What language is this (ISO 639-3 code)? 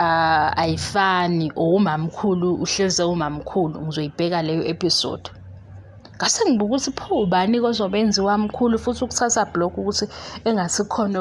zul